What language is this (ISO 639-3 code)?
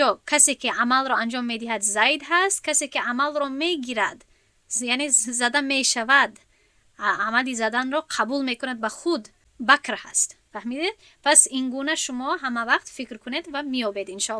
tgk